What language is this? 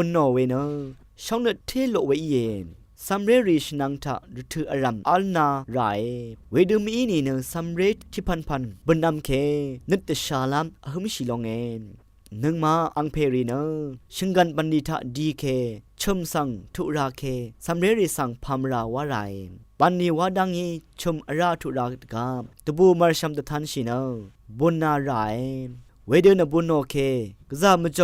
Rawang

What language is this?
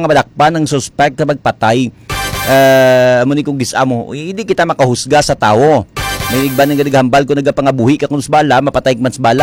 Hiligaynon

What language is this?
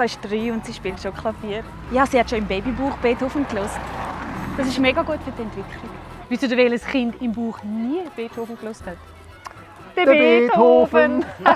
Swiss German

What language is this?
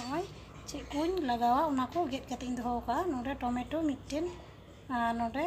Santali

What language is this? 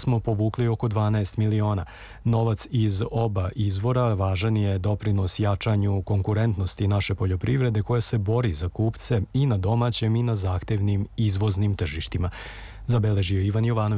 Serbian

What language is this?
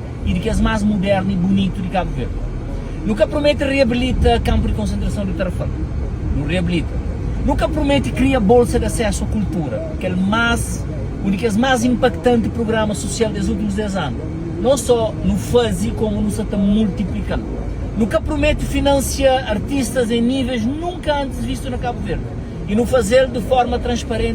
Kabuverdianu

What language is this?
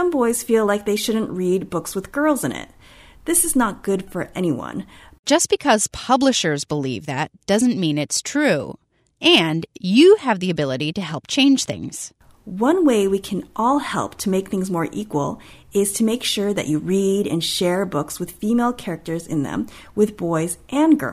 English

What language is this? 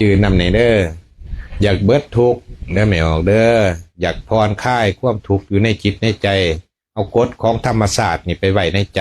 Lao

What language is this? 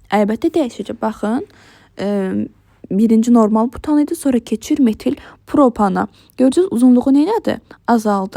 Azerbaijani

